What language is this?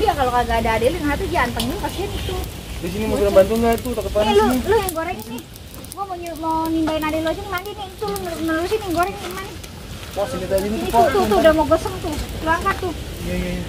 Betawi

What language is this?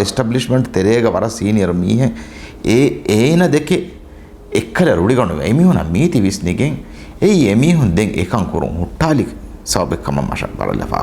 Divehi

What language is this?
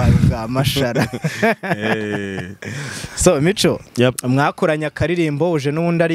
Kinyarwanda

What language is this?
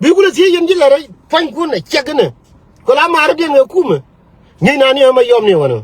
Nuer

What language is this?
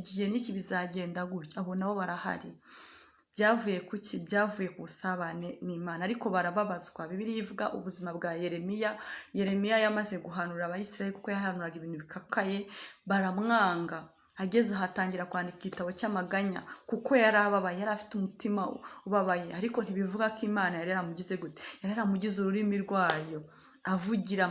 Kinyarwanda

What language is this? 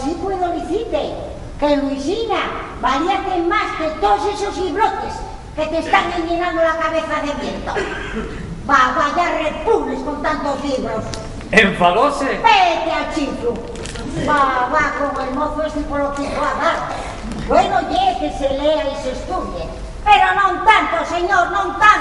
Asturian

